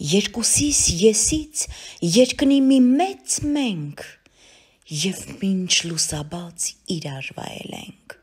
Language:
Armenian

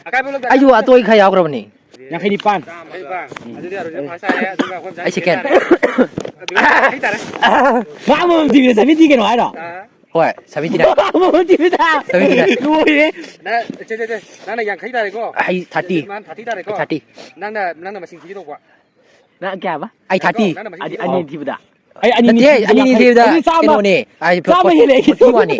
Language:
Manipuri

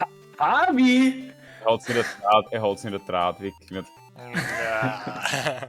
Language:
Bavarian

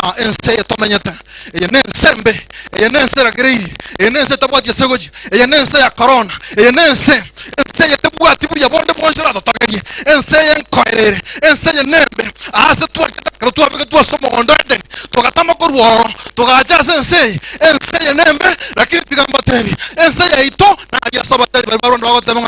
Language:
Gusii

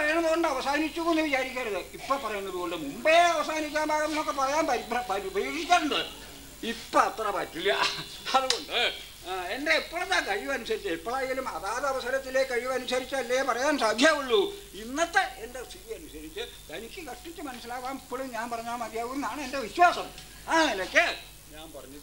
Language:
Malayalam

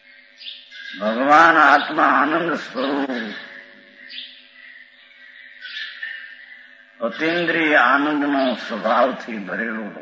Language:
Gujarati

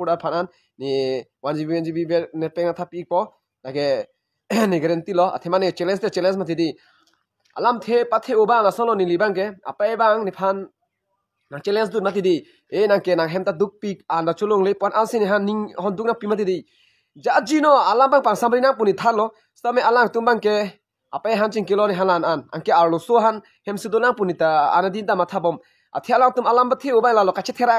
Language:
Karbi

